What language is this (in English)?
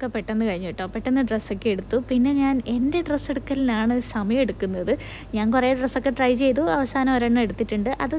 Malayalam